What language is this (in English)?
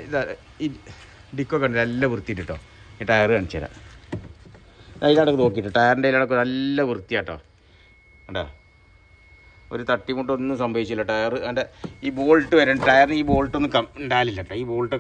Malayalam